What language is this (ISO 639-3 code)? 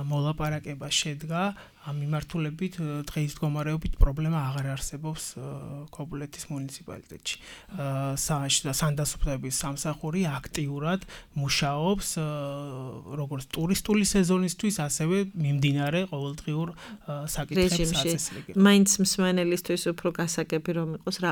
kat